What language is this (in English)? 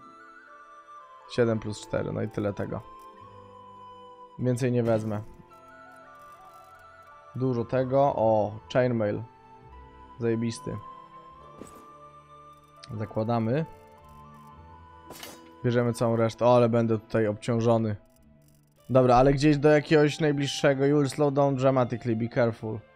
Polish